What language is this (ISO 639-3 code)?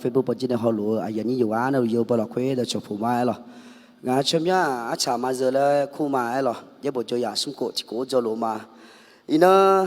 ahk